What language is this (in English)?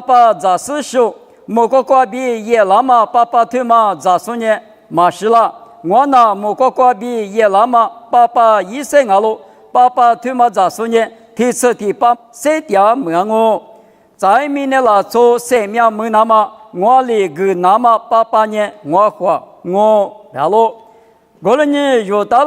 Lisu